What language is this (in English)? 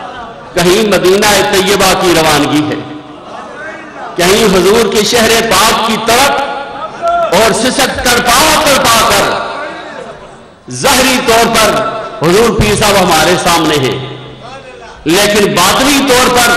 Urdu